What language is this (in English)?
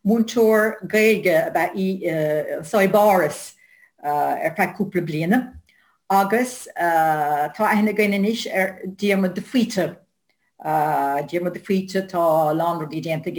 Irish